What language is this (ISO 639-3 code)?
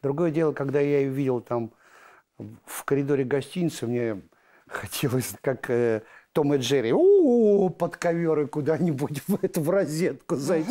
rus